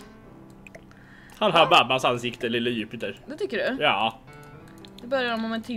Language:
Swedish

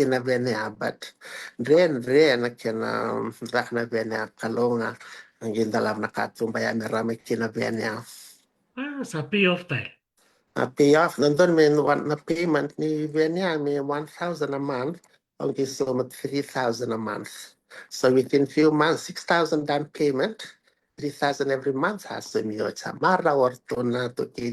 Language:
Fijian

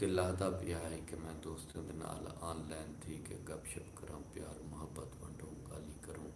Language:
Saraiki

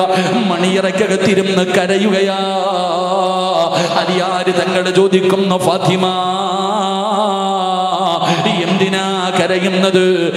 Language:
Malayalam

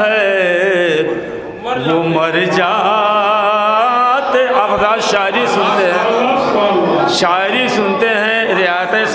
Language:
Urdu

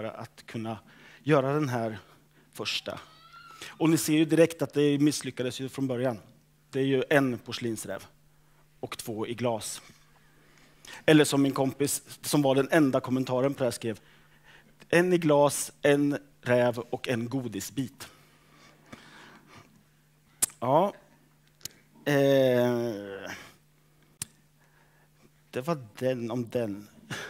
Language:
Swedish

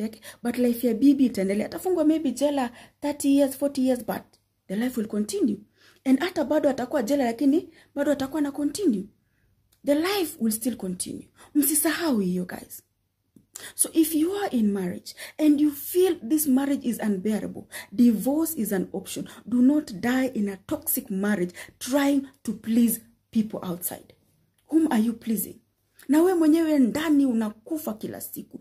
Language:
Swahili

